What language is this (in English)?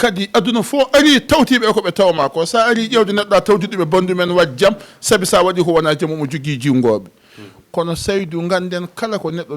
Fula